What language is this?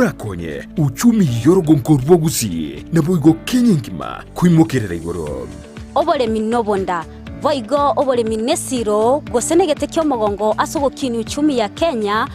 Gusii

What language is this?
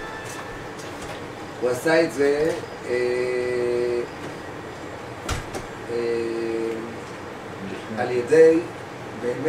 Hebrew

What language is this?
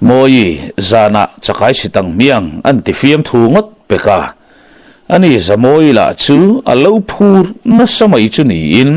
Mizo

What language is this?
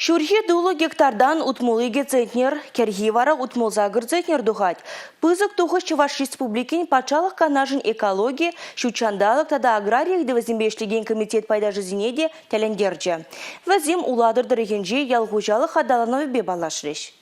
Chuvash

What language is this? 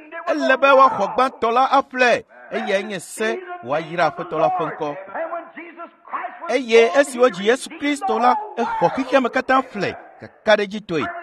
Ewe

